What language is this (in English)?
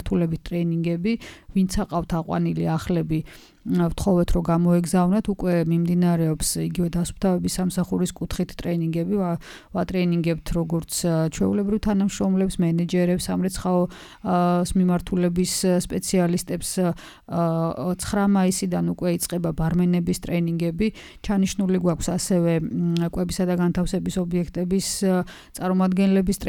Georgian